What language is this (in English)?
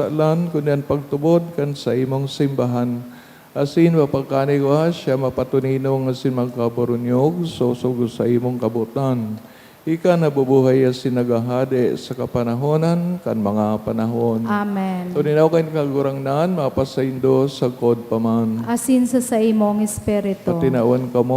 Bikol